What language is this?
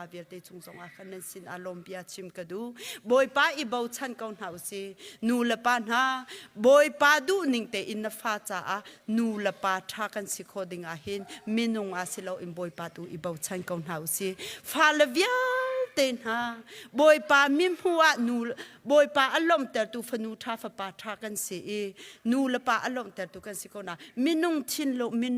Hakha Chin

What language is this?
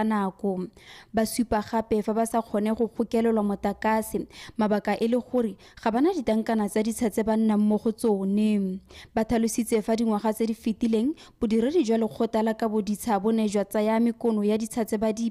Tswana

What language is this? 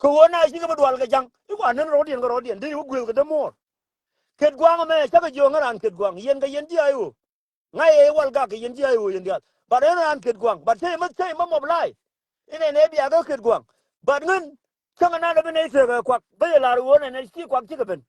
Nuer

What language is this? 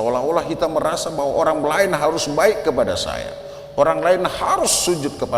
Batak Toba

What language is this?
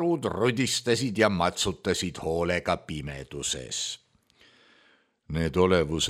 Estonian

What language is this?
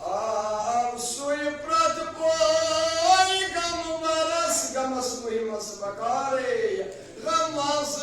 Kashmiri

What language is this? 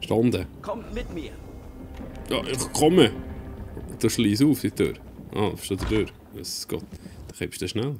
Swiss German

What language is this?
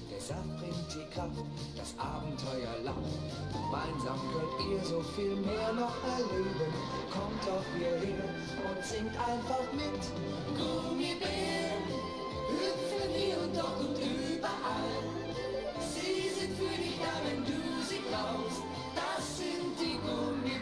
Bavarian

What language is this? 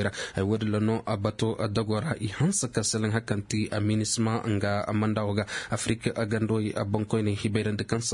Zarma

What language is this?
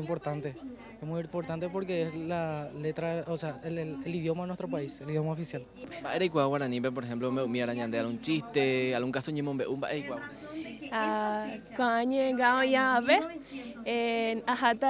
Guarani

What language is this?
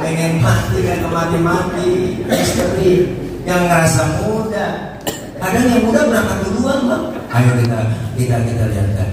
Betawi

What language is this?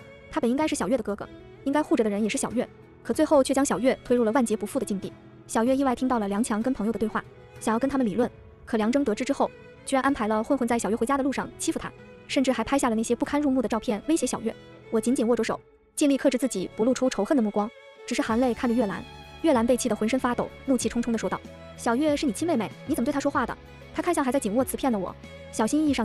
Chinese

